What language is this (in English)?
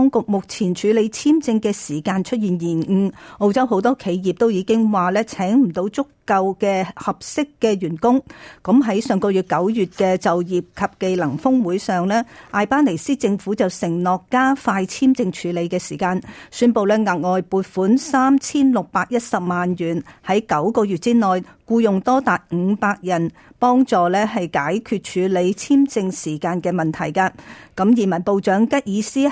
Cantonese